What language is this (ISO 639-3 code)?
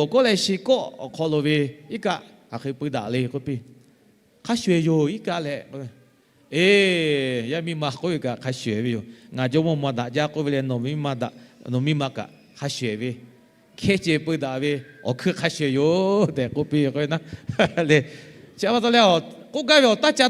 lhu